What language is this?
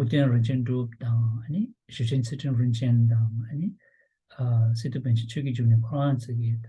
Tibetan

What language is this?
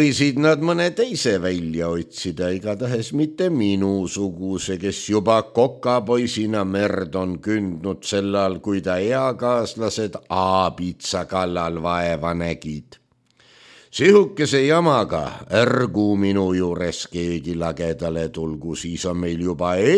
Estonian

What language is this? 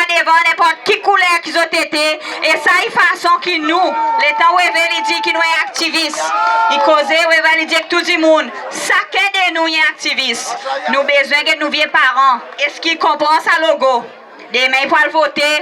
Seselwa Creole French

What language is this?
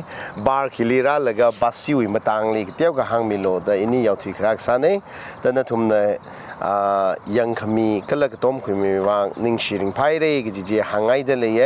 Tangkhul Naga (India)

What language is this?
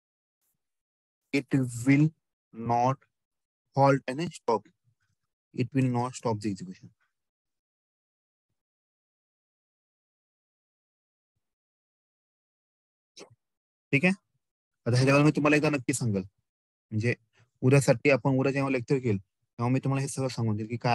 Marathi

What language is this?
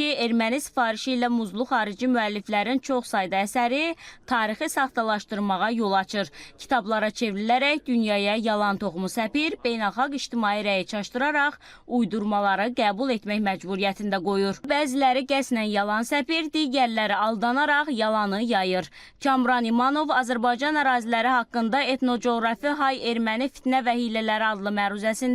Azerbaijani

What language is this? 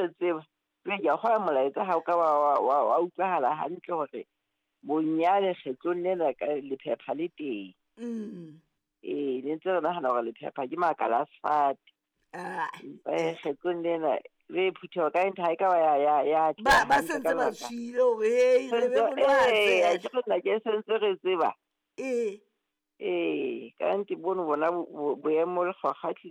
Southern Sotho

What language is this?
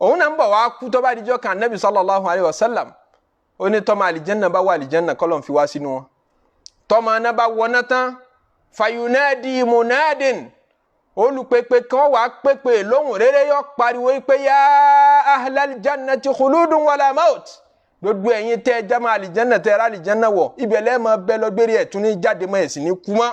Yoruba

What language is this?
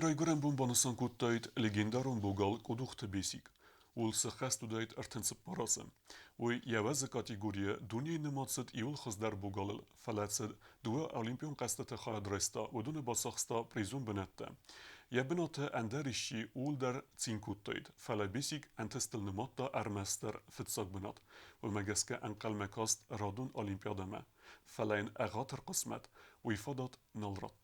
Ossetic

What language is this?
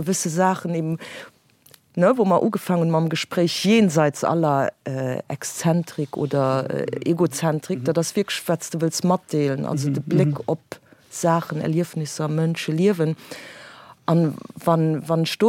Luxembourgish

